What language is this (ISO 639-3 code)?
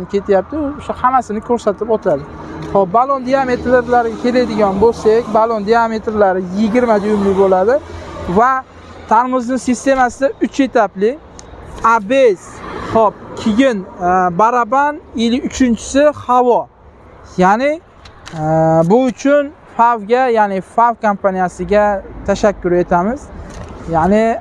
uzb